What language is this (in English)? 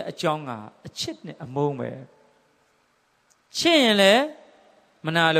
Burmese